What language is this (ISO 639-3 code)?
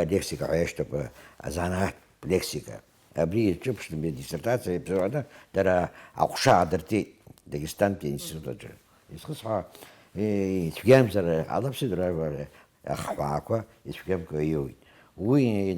abk